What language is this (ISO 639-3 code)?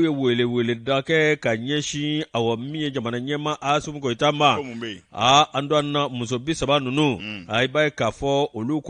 bam